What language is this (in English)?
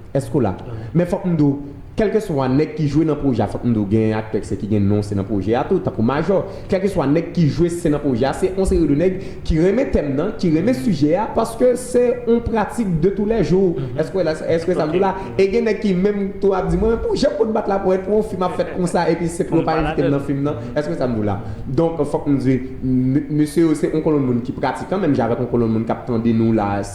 Haitian Creole